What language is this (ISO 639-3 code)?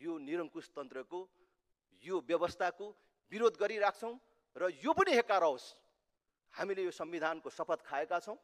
nep